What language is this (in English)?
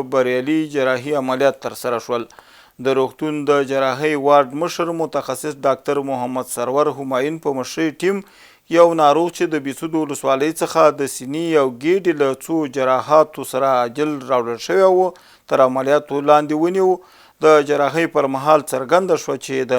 Pashto